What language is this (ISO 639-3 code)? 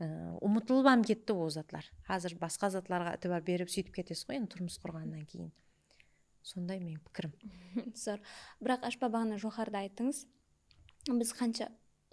kaa